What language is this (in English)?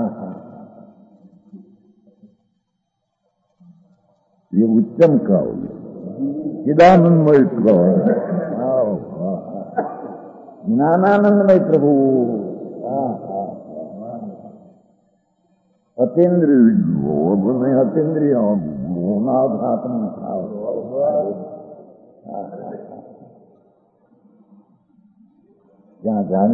Gujarati